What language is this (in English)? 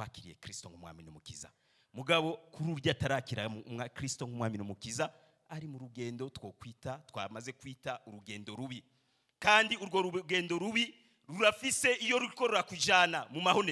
Rundi